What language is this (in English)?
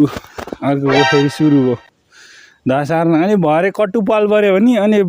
Nepali